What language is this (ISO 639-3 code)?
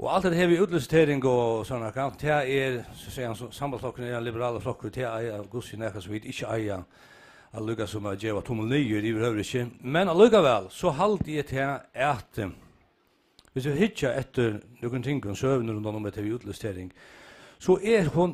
fao